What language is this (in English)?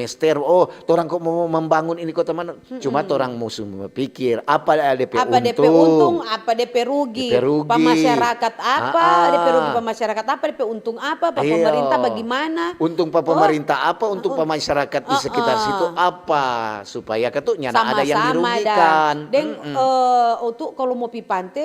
Manado Malay